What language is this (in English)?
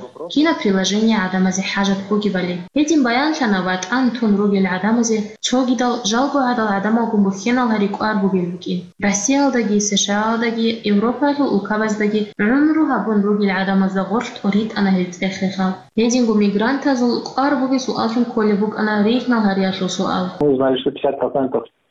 Avaric